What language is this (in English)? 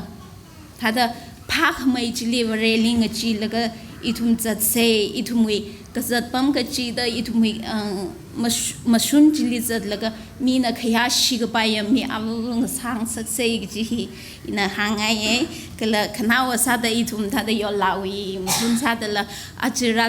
Tangkhul Naga (India)